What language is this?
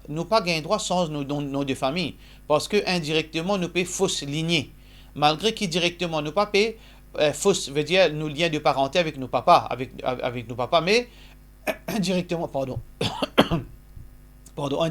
Morisyen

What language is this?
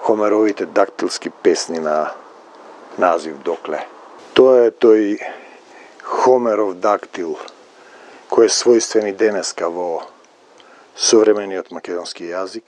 Macedonian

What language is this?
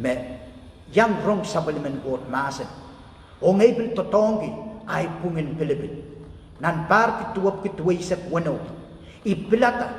Pohnpeian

